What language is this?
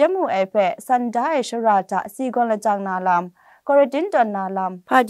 Kachin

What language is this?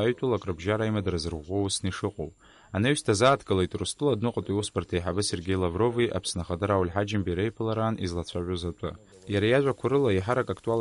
Abkhazian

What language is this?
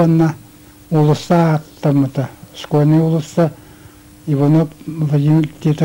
Yakut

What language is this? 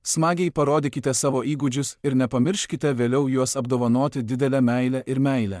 Lithuanian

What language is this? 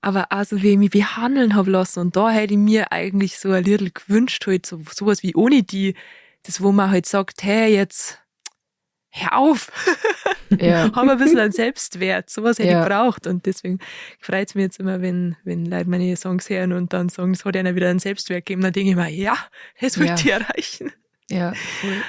Bavarian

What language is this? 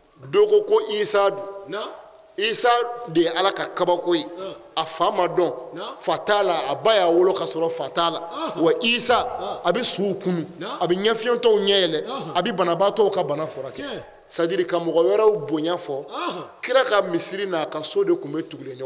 Bambara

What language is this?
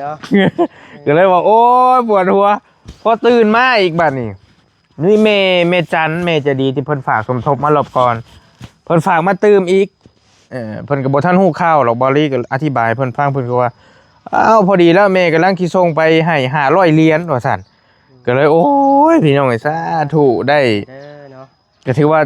Northeastern Thai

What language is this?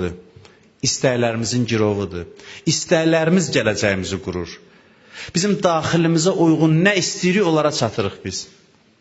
Azerbaijani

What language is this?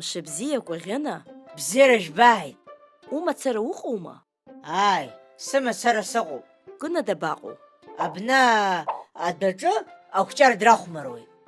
Abkhazian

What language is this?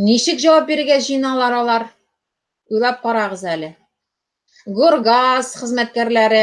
Tatar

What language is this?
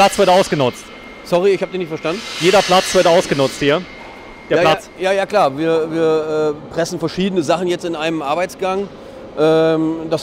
German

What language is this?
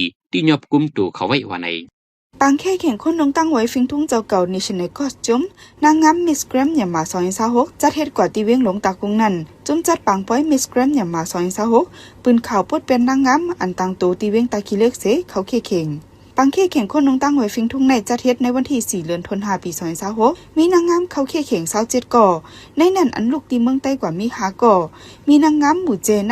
Shan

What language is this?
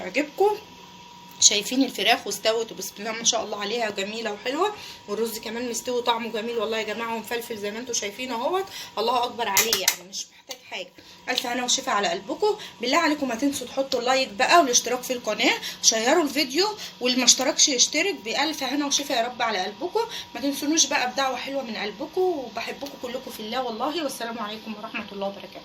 Egyptian Arabic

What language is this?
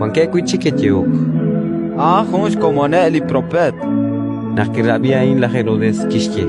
Kekchí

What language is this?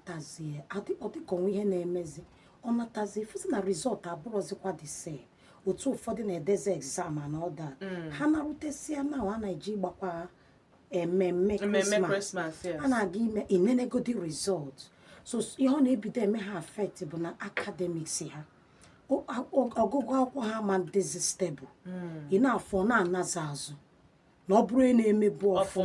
Igbo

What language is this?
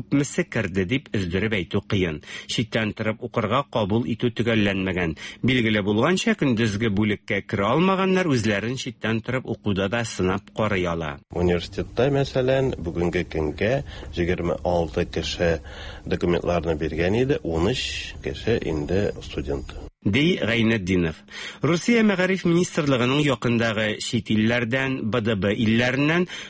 Tatar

